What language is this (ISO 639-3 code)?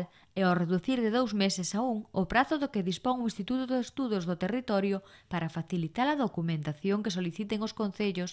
glg